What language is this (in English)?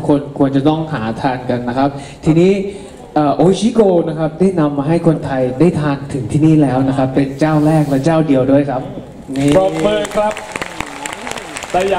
Thai